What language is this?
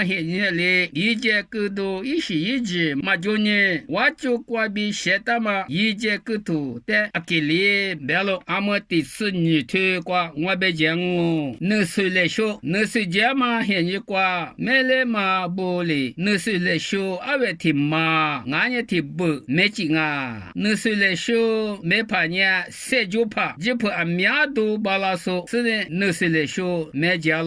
Lisu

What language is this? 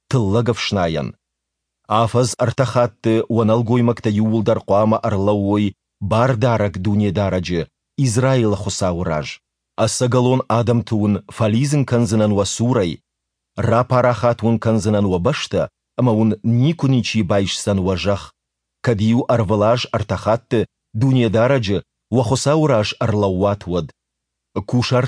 Ossetic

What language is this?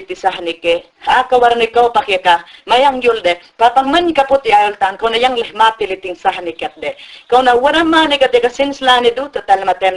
Mayangna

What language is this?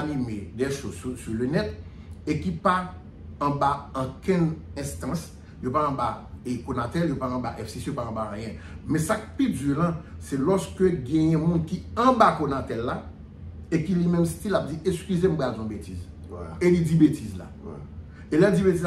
Haitian Creole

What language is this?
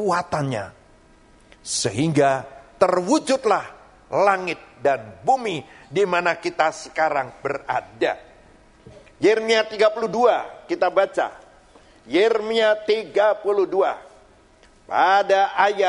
Indonesian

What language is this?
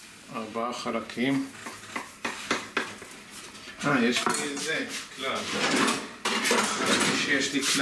Hebrew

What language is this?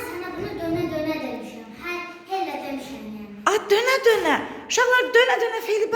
Azerbaijani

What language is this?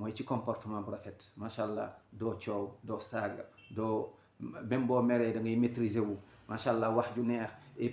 Wolof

